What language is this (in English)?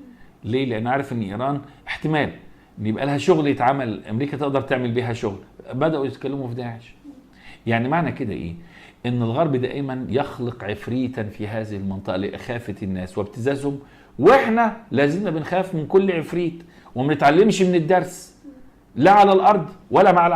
Egyptian Arabic